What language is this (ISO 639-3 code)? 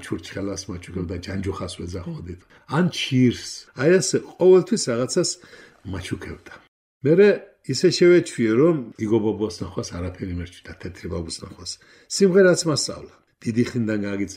kat